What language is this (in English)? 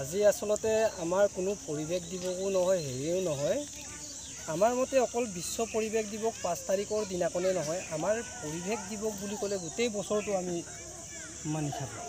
Assamese